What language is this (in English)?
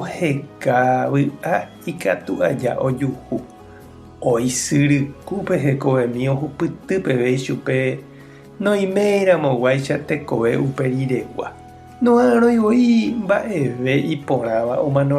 Guarani